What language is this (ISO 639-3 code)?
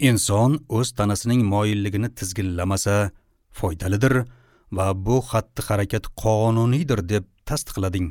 uzb